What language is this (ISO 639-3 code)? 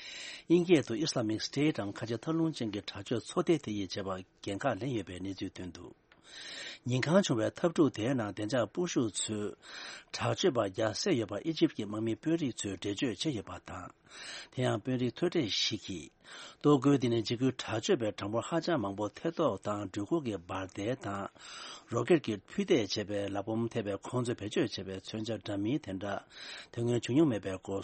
bod